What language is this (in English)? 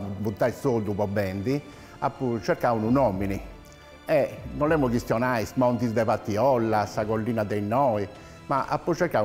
Sardinian